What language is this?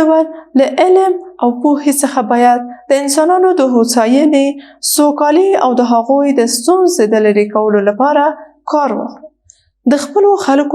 Pashto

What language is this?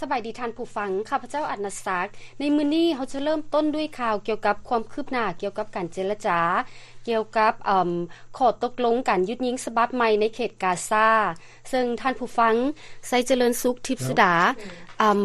Lao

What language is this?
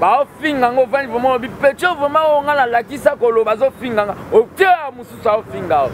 Lingala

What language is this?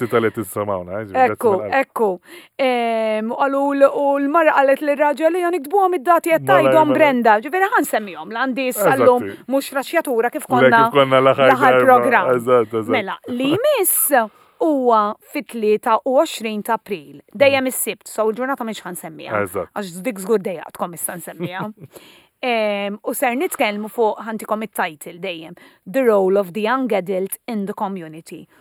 Maltese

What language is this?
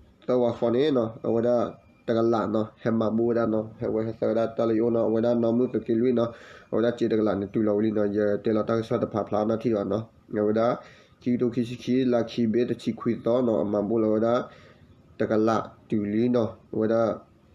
S'gaw Karen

